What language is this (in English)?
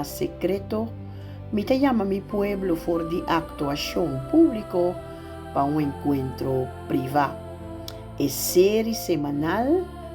Papiamento